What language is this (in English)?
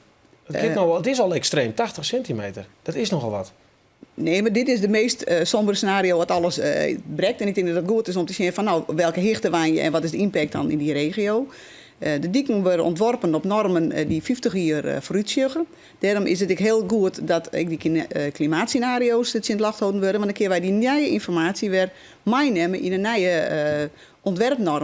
Western Frisian